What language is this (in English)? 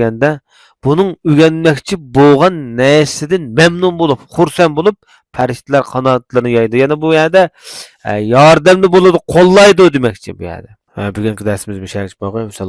Uyghur